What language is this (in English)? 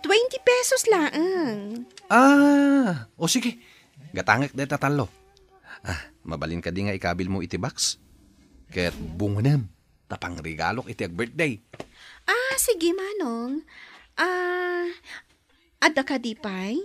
Iloko